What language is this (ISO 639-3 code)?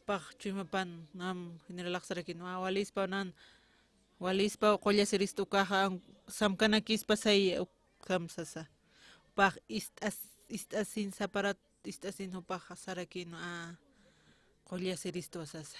aym